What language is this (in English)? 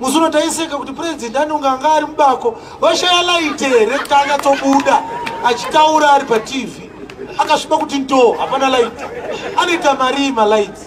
Shona